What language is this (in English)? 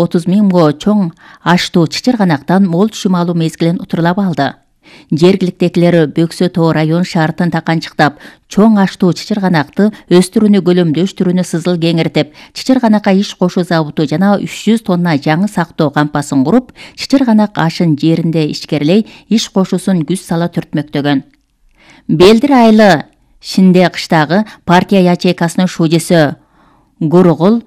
Kyrgyz